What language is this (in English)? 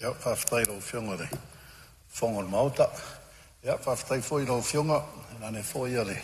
Samoan